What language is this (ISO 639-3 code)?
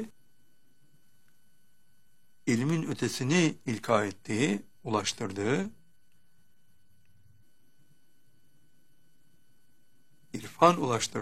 tur